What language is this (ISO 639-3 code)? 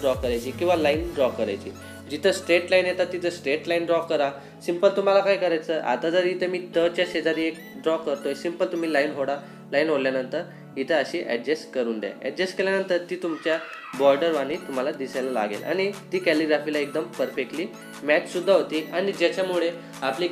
mar